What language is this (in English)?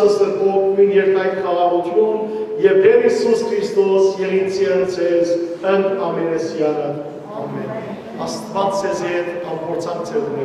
Western Armenian